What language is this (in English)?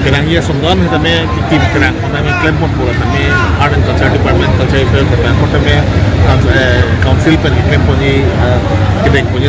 Karbi